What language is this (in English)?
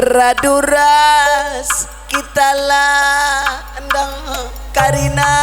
Batak Karo